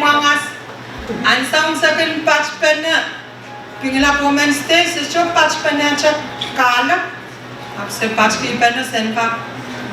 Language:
Pohnpeian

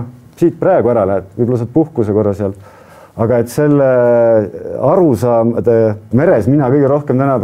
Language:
Estonian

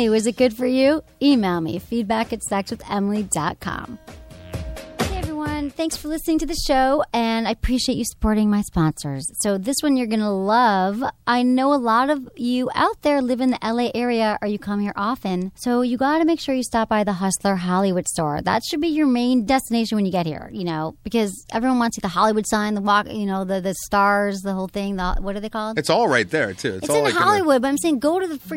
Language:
English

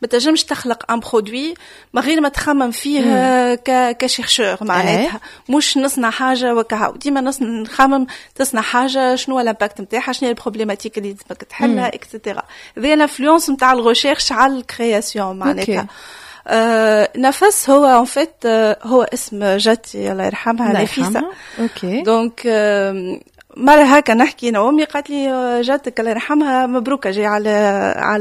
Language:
Tunisian Arabic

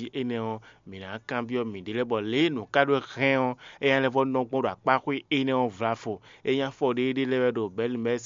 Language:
Fon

